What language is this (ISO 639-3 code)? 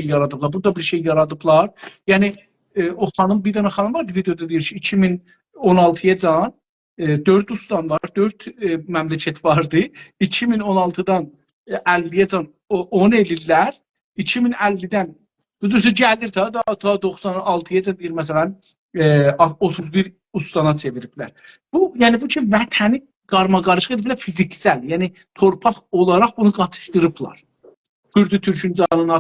azb